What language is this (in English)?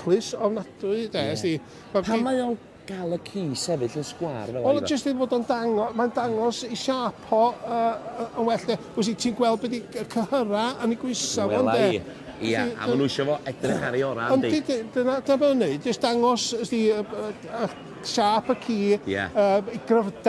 Welsh